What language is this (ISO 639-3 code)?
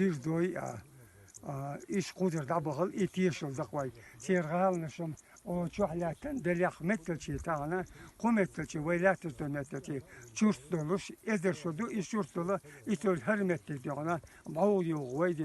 che